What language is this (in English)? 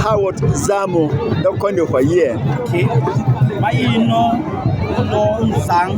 Berom